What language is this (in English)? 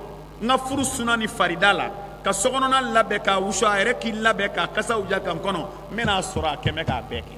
Bambara